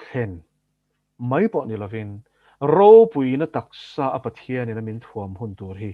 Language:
Mizo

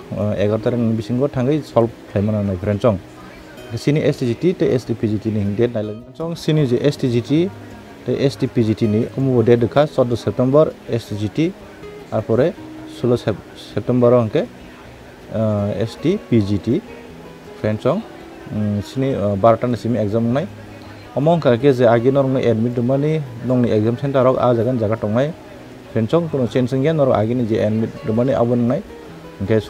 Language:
Kok Borok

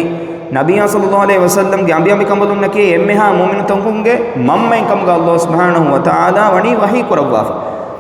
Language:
Divehi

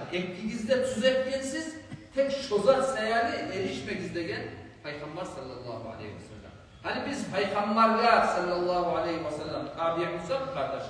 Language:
Kumyk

